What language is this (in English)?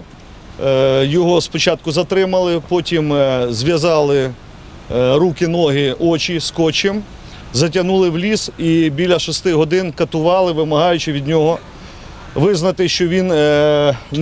Ukrainian